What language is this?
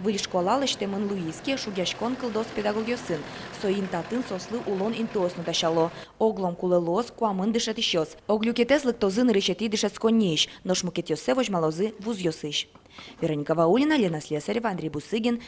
Udmurt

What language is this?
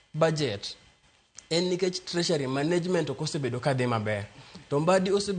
Luo (Kenya and Tanzania)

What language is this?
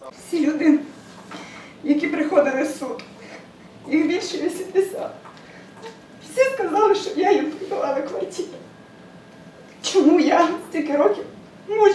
Ukrainian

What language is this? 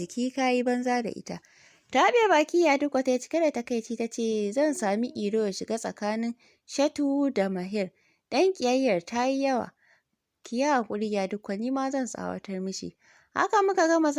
Hausa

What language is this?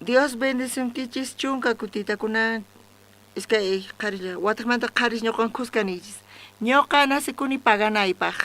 South Bolivian Quechua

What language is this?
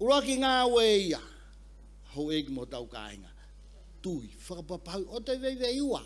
Tongan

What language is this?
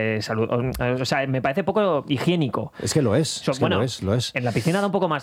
Spanish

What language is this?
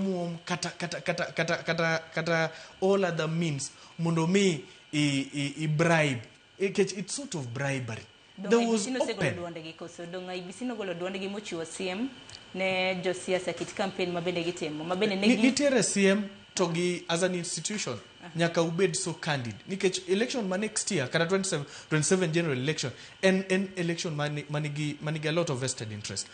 Luo (Kenya and Tanzania)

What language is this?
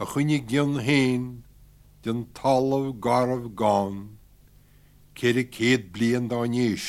Slovenian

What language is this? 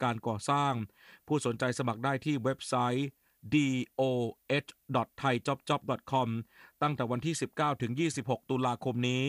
Thai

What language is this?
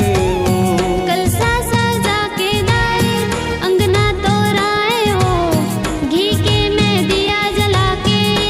Chhattisgarhi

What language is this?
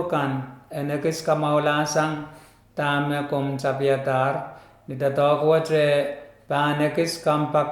Pohnpeian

